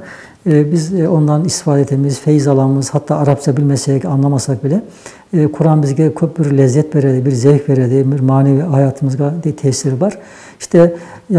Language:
Nogai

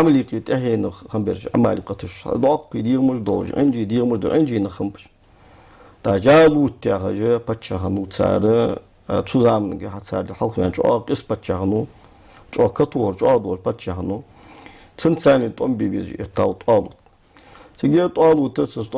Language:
Ingush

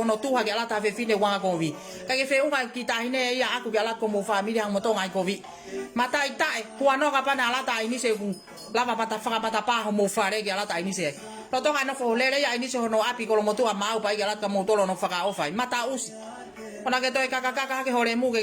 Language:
Tongan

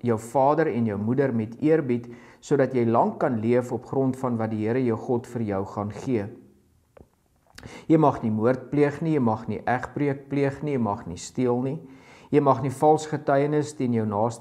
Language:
Afrikaans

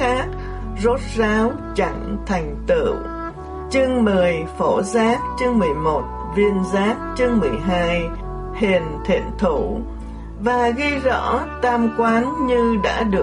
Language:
Vietnamese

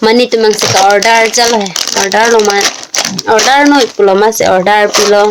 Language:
Karbi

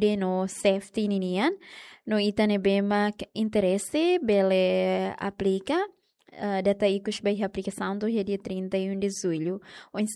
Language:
Tetum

